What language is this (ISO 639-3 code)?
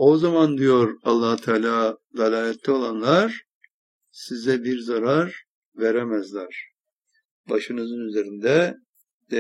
tur